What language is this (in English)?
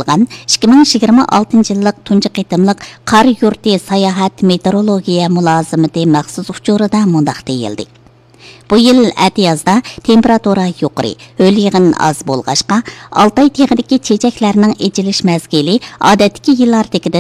Uyghur